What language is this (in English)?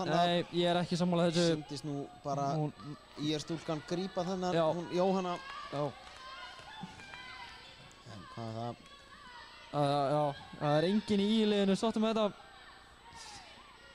Icelandic